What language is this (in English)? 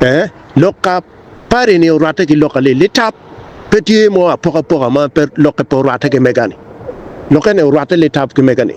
Acoli